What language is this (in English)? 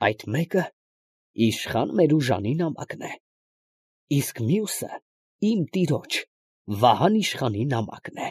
Armenian